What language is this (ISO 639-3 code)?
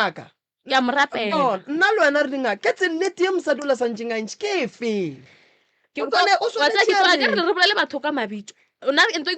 nso